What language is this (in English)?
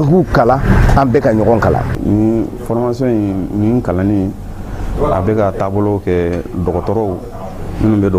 Bambara